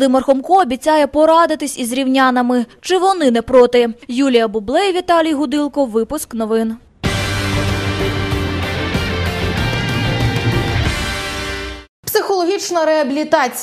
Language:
Ukrainian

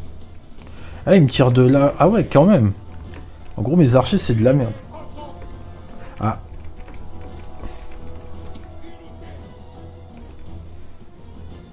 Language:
French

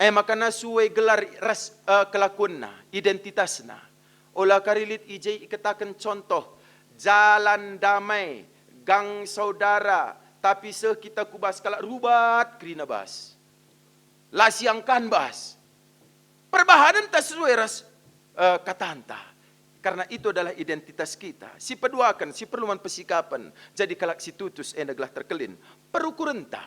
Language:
Batak Karo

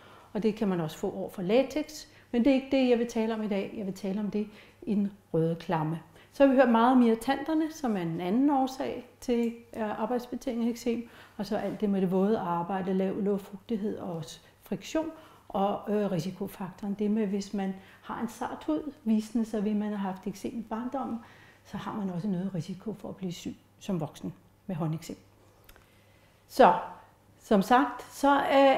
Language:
Danish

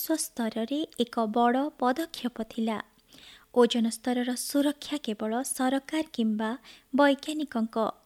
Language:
Odia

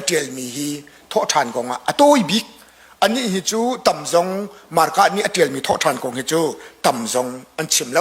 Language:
Hakha Chin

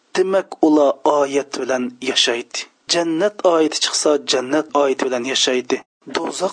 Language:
Uyghur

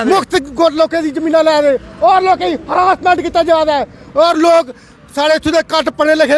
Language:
Dogri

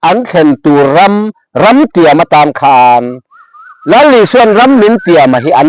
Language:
Mizo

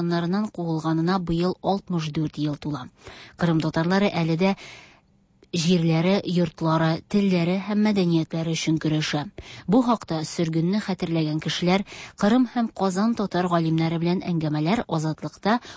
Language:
Tatar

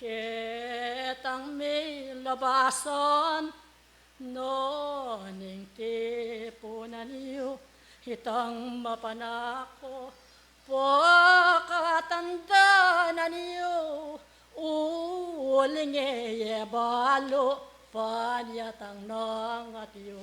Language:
Pampanga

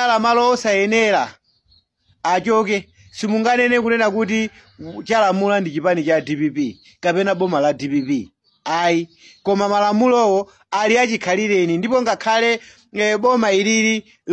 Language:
Nyanja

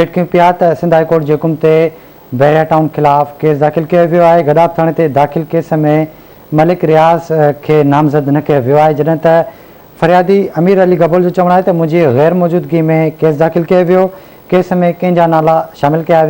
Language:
Sindhi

